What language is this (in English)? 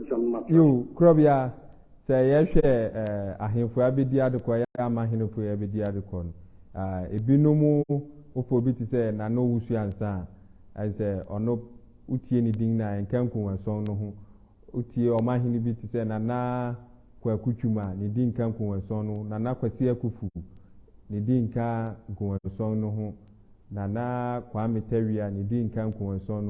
Akan